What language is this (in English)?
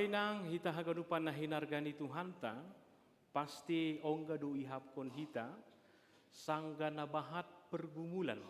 Batak Simalungun